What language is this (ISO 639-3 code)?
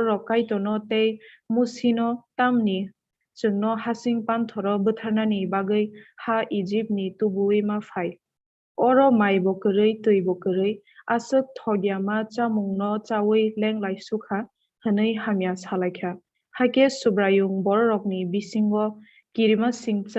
trp